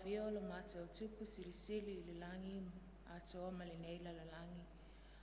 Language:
Samoan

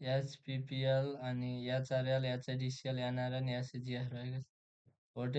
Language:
Nepali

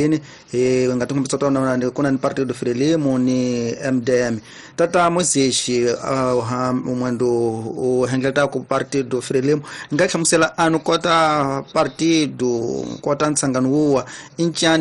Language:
Tsonga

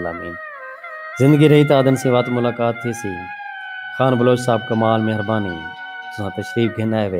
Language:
Saraiki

